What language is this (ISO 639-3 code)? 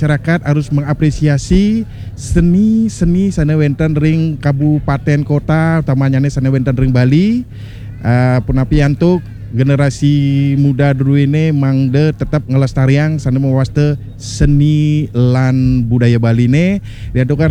ban